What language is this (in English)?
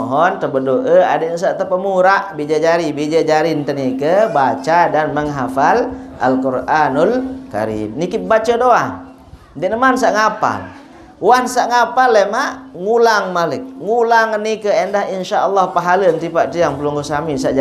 Sasak